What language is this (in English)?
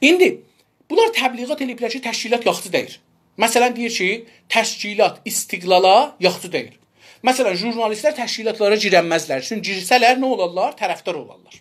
South Azerbaijani